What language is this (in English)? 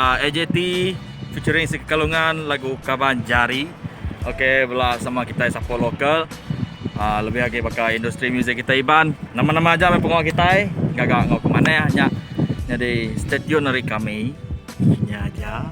Iban